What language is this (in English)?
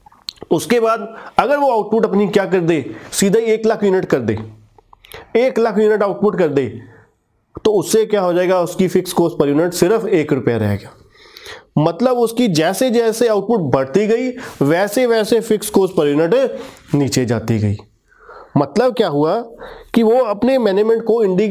Hindi